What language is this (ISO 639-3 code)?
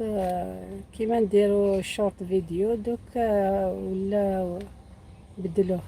arq